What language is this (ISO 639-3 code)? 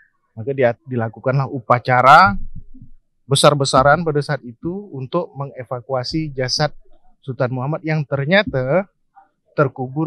ind